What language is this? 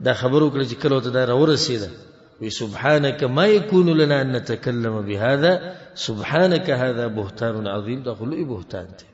Pashto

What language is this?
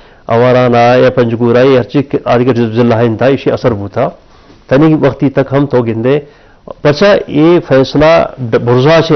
Eastern Balochi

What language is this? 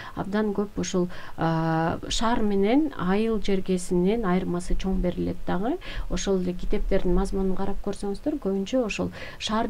Kyrgyz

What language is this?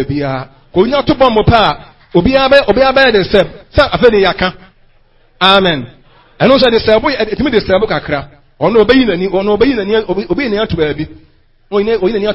Akan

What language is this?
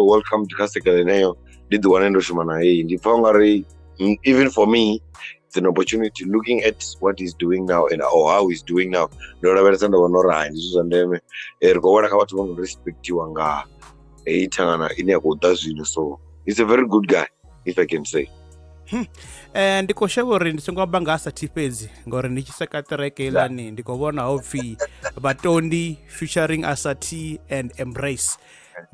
Venda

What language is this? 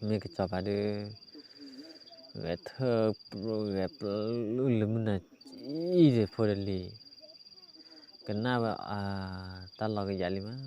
S'gaw Karen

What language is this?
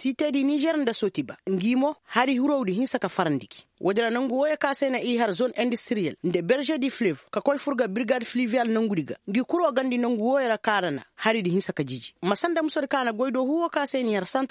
Koyraboro Senni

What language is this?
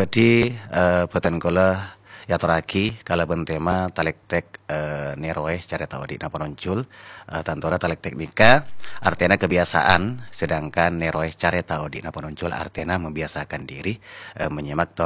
Madurese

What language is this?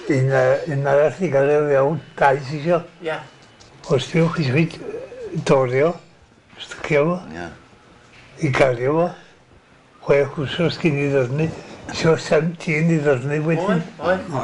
Welsh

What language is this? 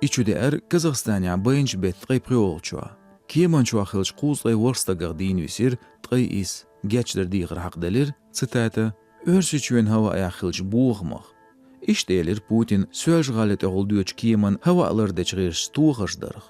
Chechen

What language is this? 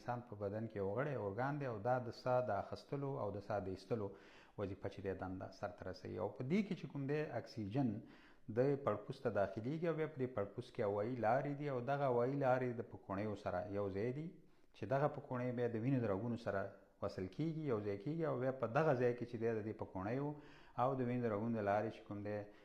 Pashto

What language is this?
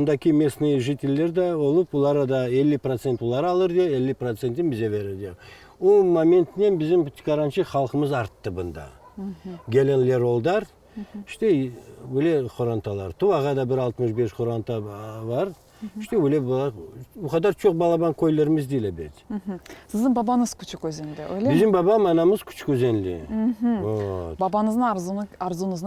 Crimean Tatar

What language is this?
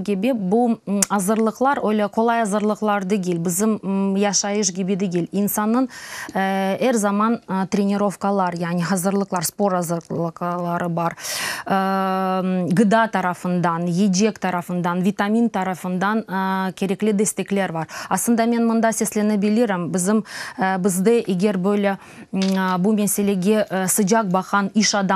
Crimean Tatar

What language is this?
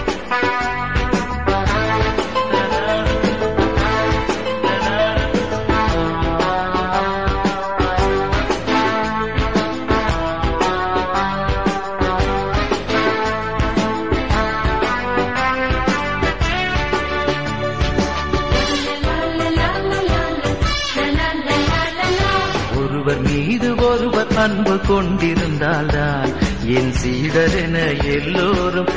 Tamil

